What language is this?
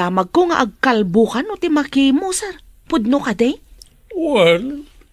Iloko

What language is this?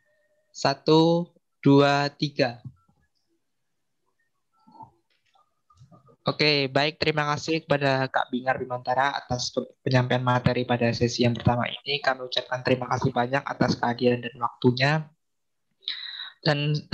Indonesian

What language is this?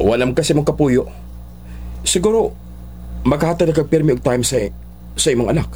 Cebuano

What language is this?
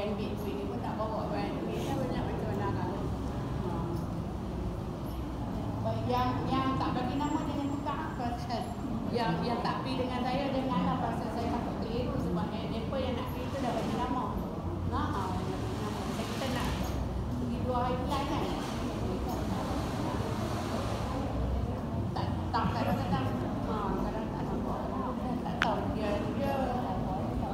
Malay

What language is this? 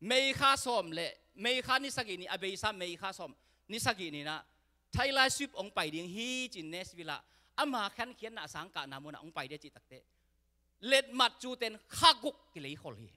Tedim Chin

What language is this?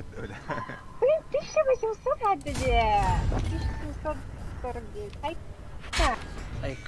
Yakut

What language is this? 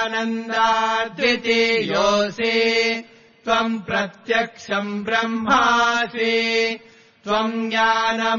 Sanskrit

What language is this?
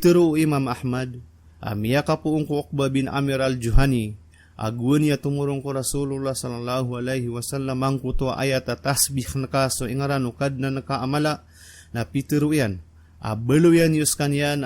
Maranao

